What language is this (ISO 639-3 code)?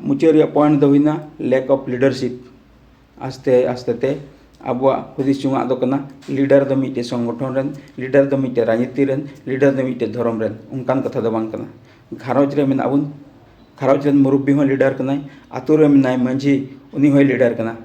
sat